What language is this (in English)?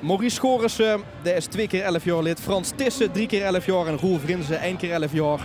Limburgish